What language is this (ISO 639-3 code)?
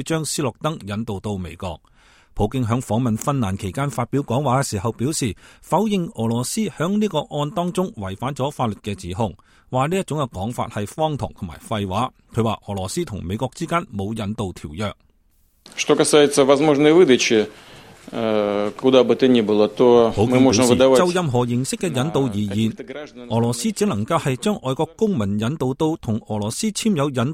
yue